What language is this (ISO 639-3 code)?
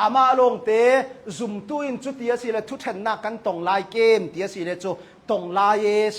cnh